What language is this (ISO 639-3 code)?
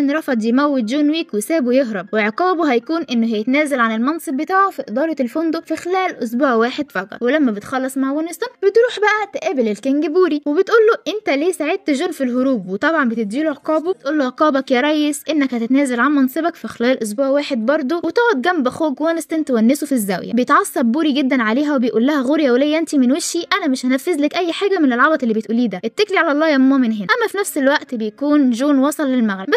arz